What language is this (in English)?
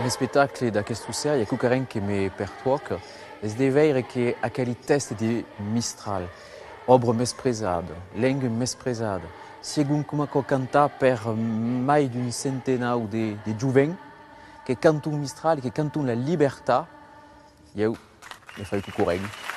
Occitan